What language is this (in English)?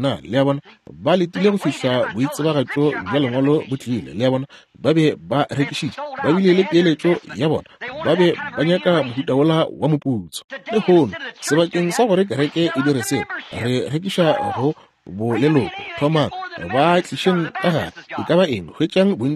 Northern Sotho